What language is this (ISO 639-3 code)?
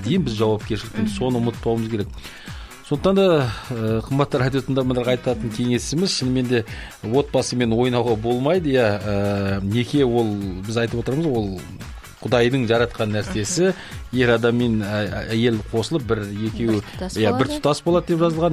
kaz